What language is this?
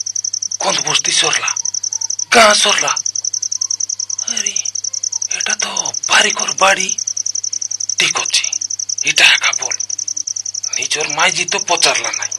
Odia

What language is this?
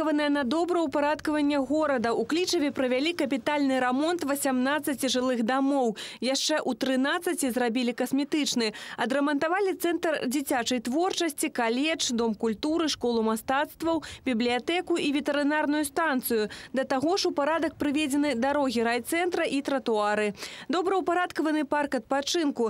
Belarusian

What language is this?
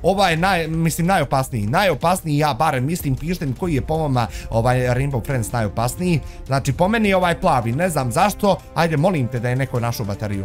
Bosnian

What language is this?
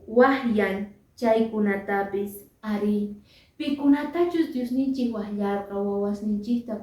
Quechua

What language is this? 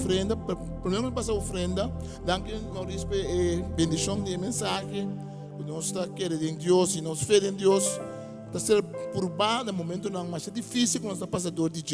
Papiamento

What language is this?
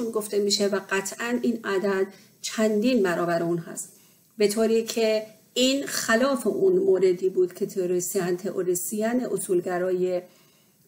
Persian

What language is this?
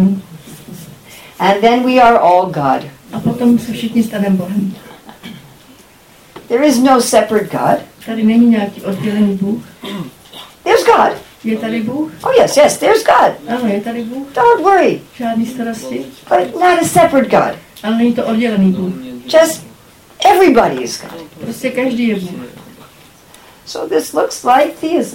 Czech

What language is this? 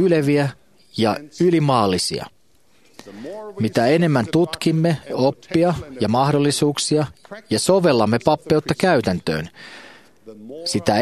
Finnish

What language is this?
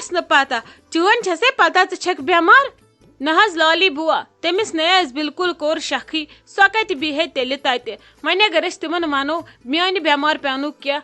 Kashmiri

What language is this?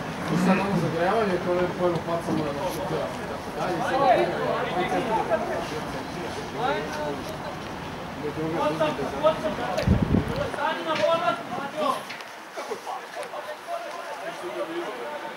Serbian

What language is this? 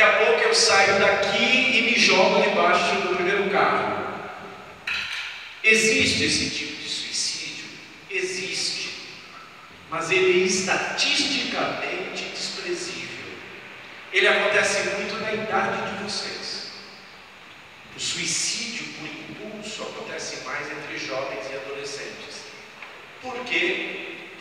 Portuguese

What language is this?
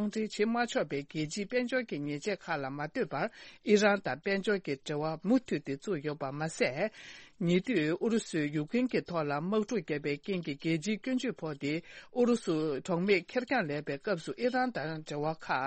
Tibetan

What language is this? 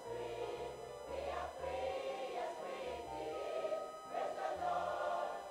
Ewe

